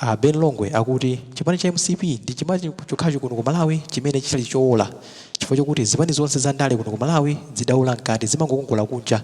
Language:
Nyanja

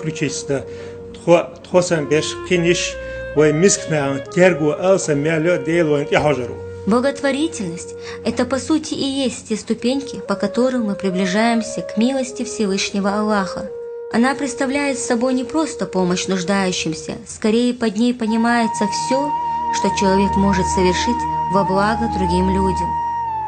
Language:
Chechen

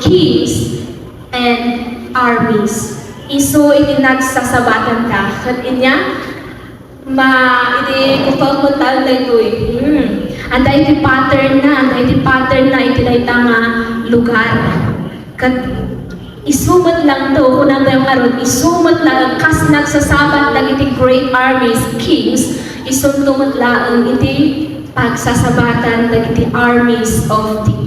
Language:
Iloko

